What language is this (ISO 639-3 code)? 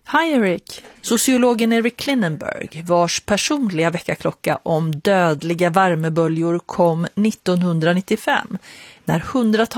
swe